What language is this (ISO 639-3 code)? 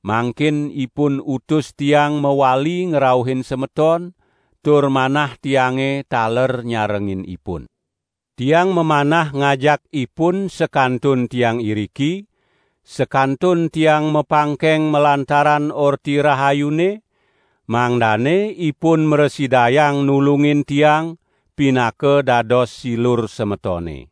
ban